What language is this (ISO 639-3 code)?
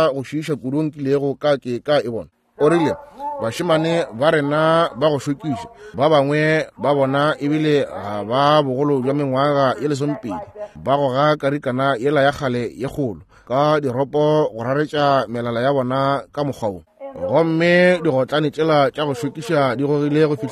nso